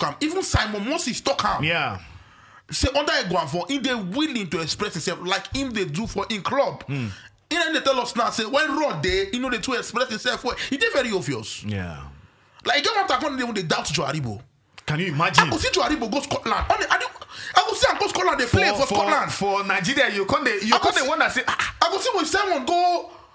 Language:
Nigerian Pidgin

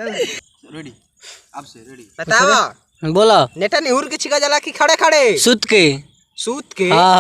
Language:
Bhojpuri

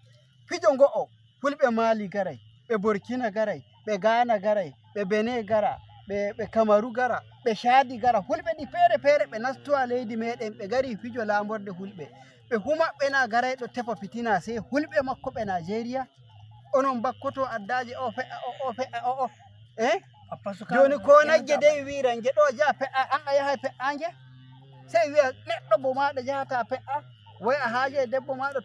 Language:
Fula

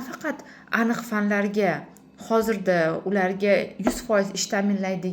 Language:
Uzbek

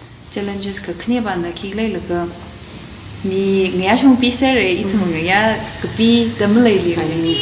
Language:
Tangkhul Naga (India)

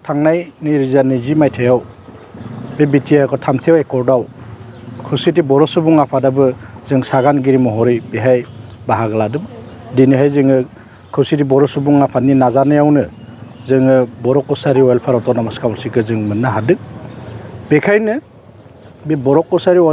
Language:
Bodo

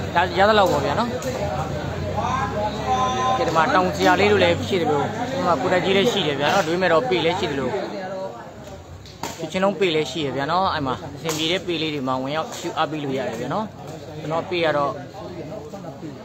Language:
Burmese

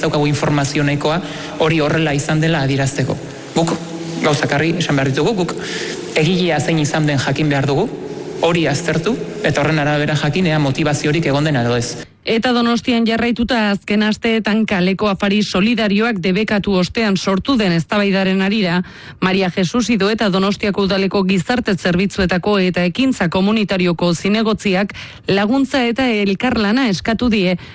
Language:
Basque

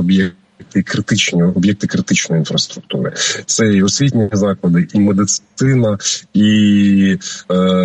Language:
Ukrainian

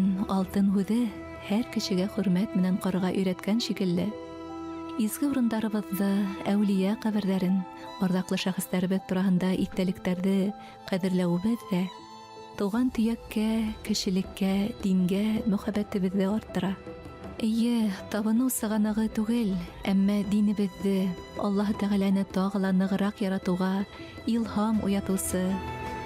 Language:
Bashkir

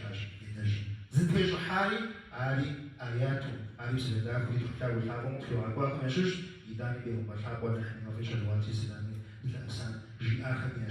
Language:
Kabardian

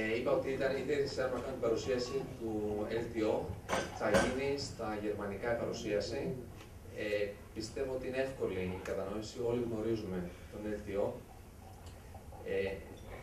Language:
Greek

